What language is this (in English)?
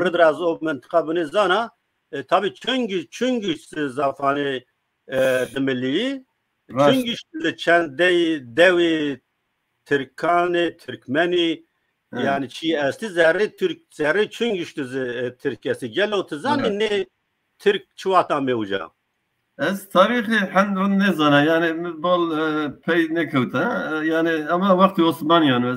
Zaza